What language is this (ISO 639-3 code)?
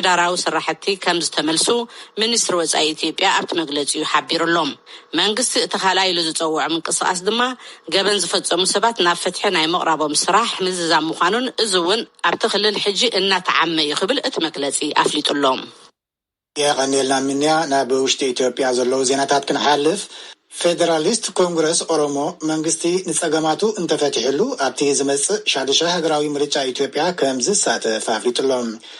tir